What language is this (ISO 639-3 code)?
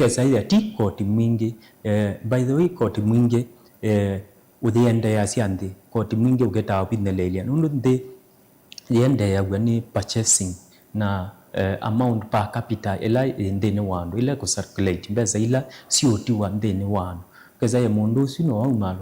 kam